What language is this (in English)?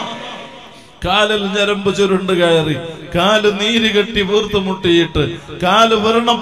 Malayalam